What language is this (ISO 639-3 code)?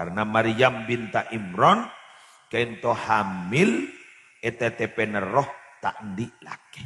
mad